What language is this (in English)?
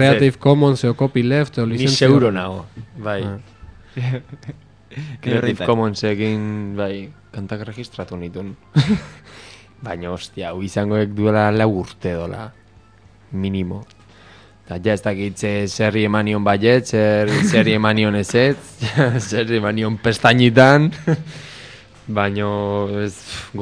Basque